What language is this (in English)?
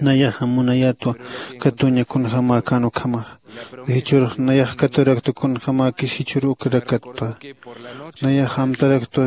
Aymara